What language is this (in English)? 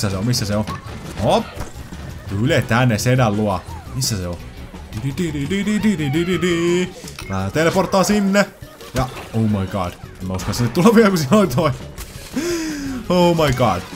Finnish